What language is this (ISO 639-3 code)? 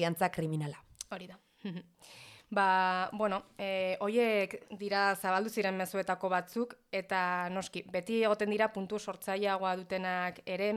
eus